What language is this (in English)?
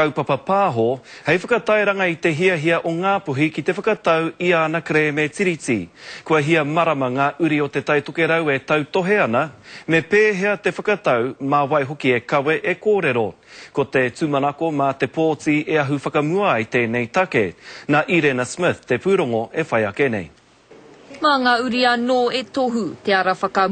Māori